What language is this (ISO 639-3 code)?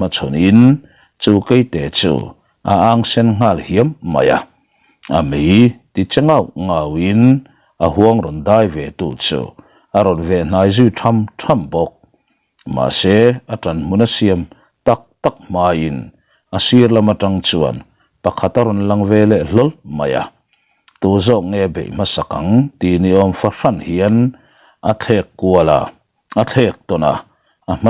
lus